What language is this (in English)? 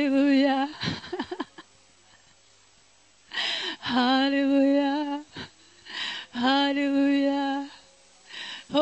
Russian